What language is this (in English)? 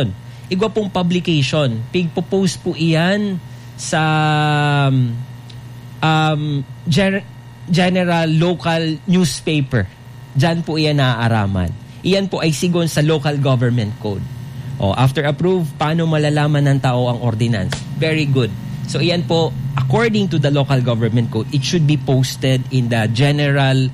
Bikol